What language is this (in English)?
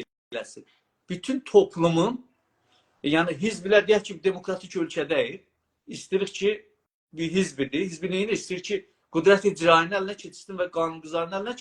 South Azerbaijani